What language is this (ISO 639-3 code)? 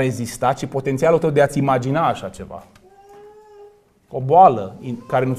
ron